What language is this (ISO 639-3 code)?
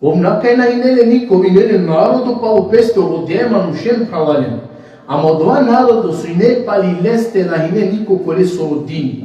rmn